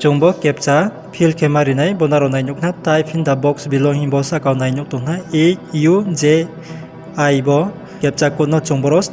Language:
Riang (India)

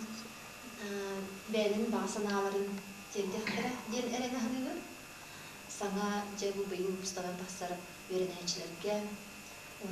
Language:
Yakut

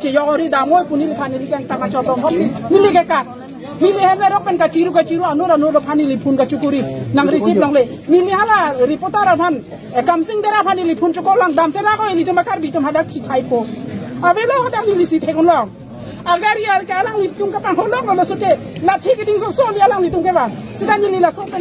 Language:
Karbi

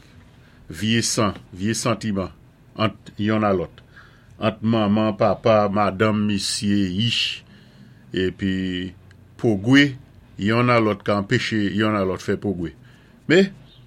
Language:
Saint Lucian Creole French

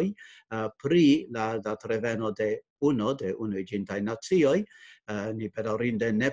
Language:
Esperanto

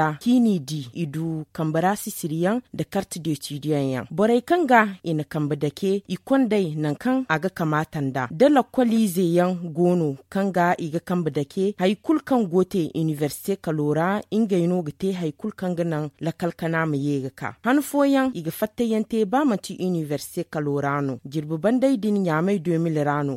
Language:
Zarma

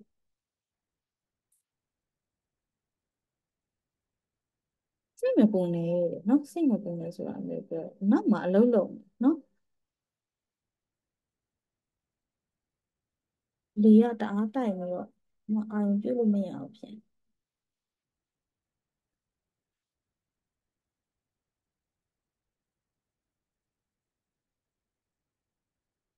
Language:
Burmese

